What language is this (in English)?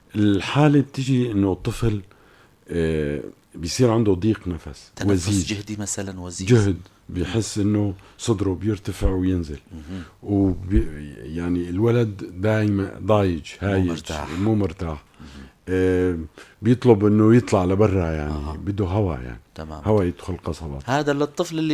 North Levantine Arabic